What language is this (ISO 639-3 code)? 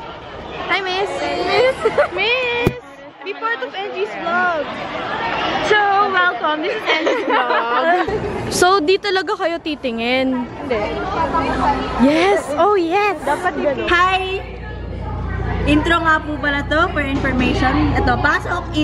fil